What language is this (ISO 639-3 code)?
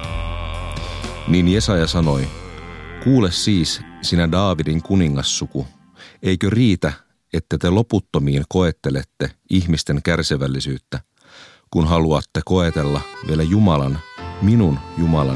fin